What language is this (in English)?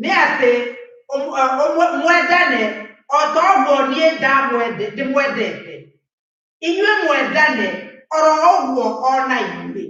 Kikuyu